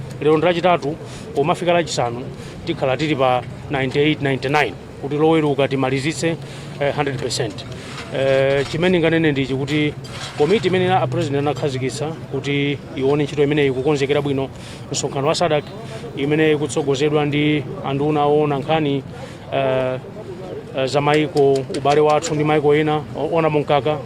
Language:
Nyanja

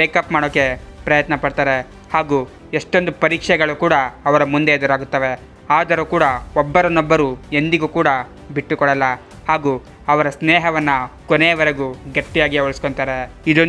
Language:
Kannada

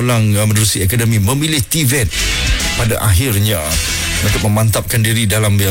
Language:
Malay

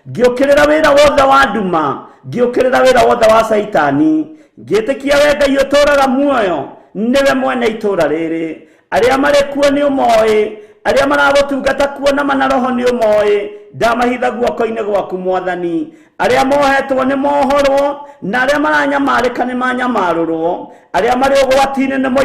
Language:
Kikuyu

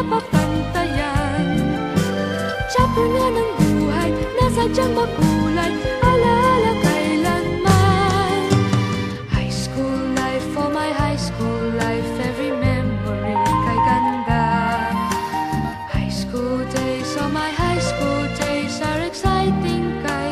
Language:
Filipino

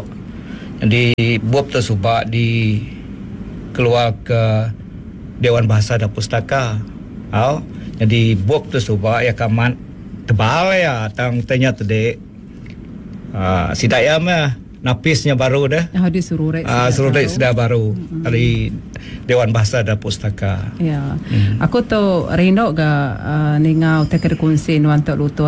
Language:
Iban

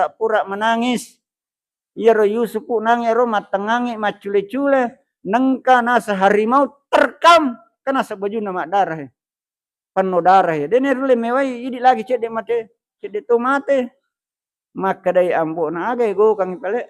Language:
Buginese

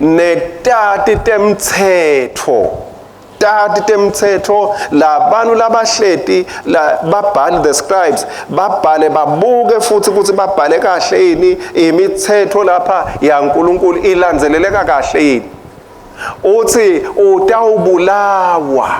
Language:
Swati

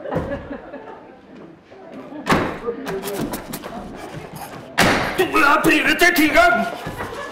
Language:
Norwegian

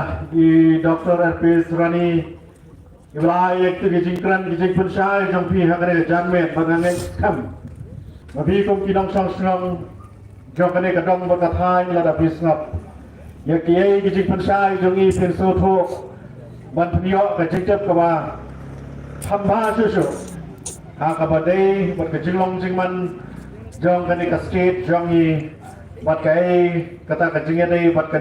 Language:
Khasi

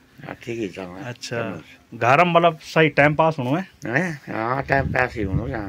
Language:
Hindi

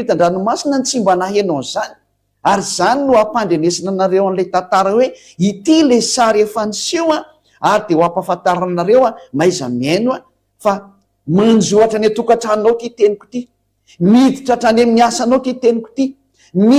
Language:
Malagasy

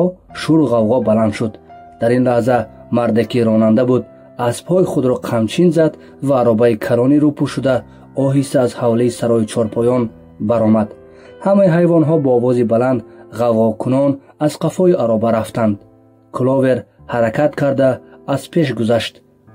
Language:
Tajik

